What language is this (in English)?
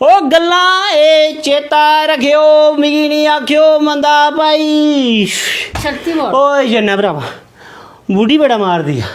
Dogri